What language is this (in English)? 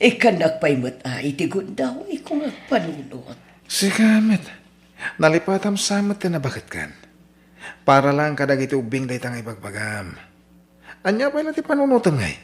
Iloko